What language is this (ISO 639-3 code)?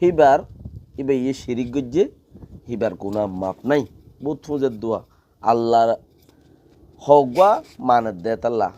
rhg